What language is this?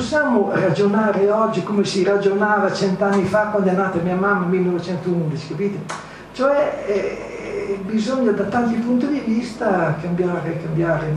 Italian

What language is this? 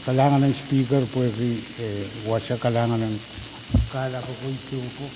Pohnpeian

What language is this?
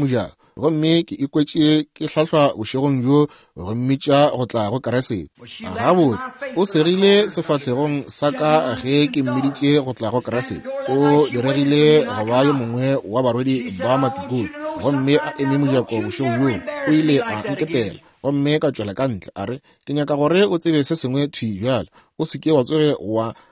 Northern Sotho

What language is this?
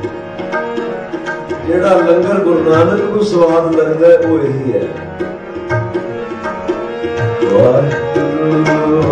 Punjabi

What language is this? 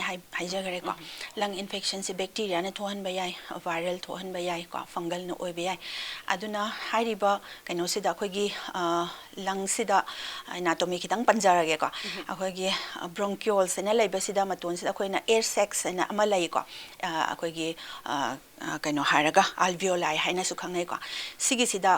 Manipuri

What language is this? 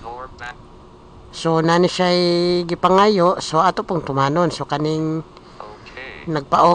Cebuano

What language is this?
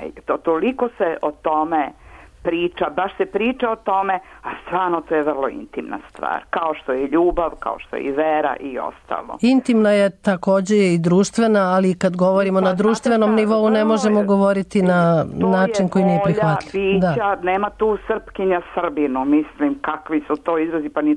Serbian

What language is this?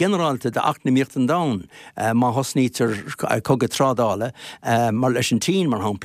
Irish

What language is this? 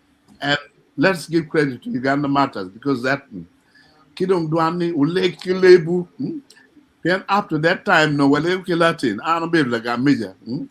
Acoli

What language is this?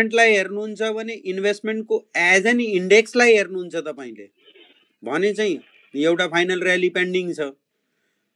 Nepali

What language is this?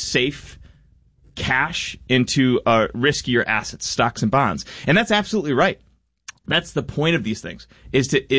English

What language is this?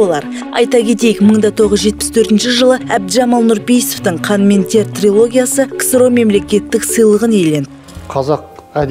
Kazakh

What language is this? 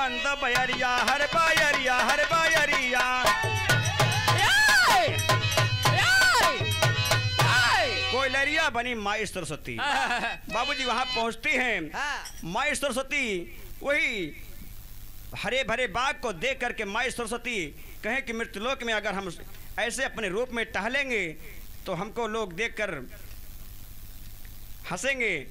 Bhojpuri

